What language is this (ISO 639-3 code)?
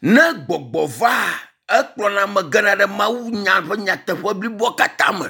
ewe